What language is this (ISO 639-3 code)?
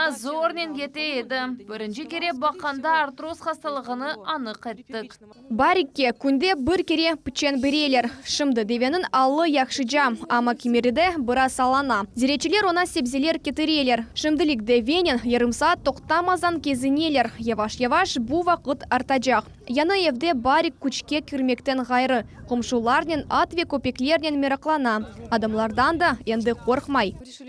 crh